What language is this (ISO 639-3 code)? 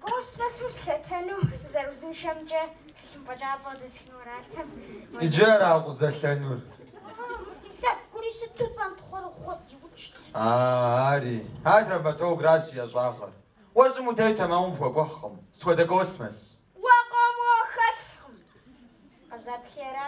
kbd